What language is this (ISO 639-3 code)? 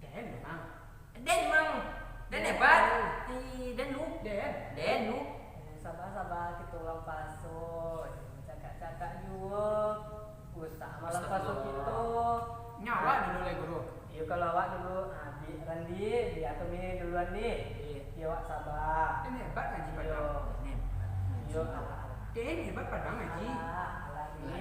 min